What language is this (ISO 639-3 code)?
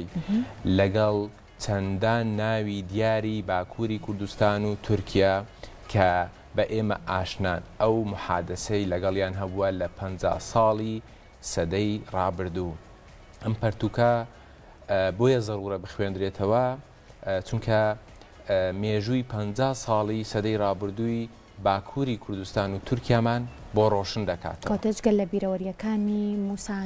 ckb